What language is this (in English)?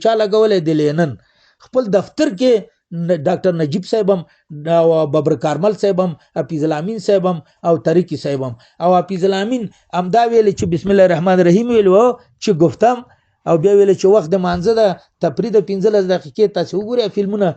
Pashto